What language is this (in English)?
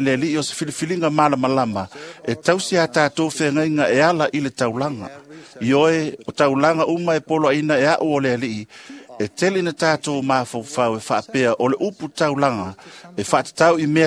Samoan